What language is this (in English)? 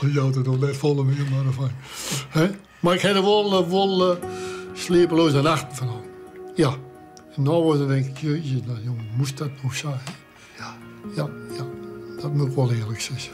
Western Frisian